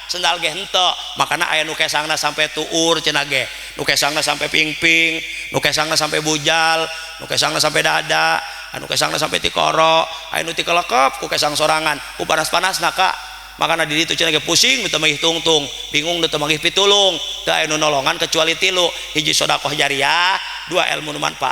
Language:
Sundanese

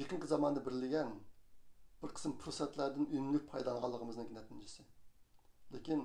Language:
Uyghur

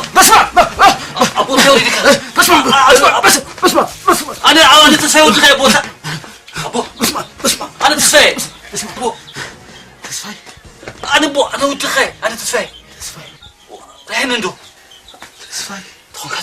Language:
Tigrinya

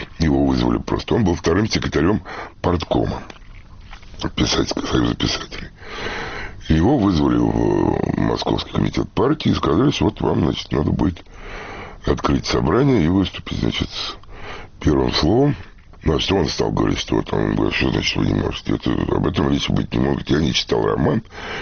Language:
Russian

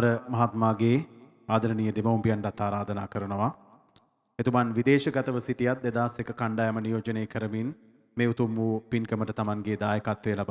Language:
Sinhala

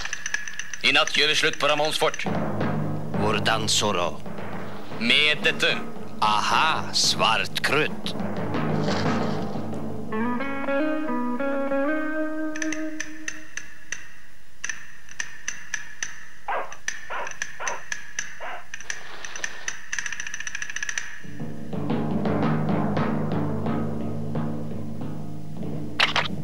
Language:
Norwegian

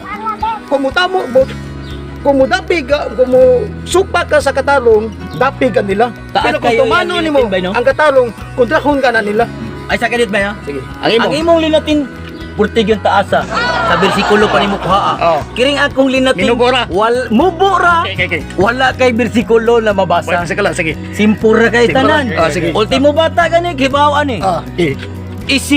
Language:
Cebuano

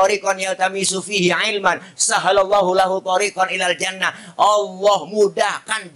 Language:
Betawi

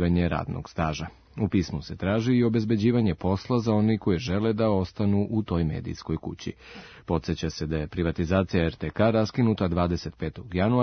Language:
Serbian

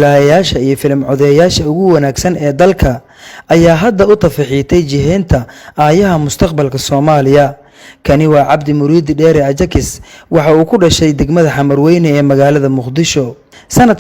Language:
Somali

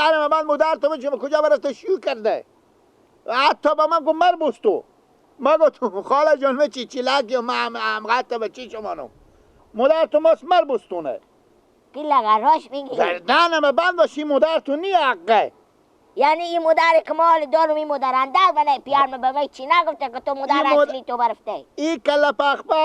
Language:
Persian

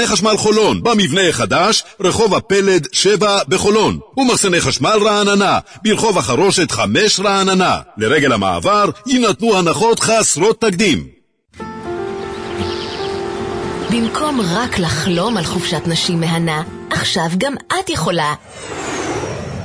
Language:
Hebrew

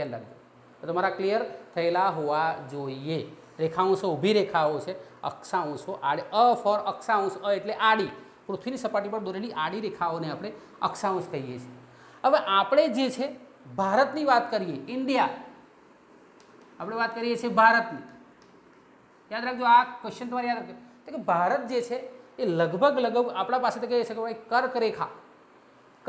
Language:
Gujarati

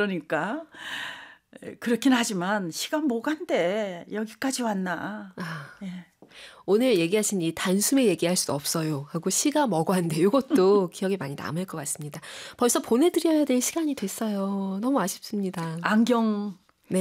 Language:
Korean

